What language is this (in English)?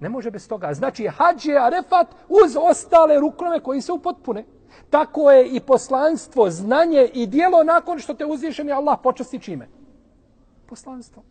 Bosnian